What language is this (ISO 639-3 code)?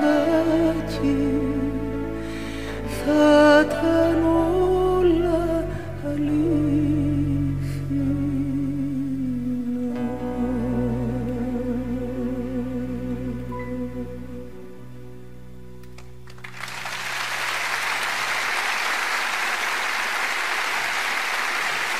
ell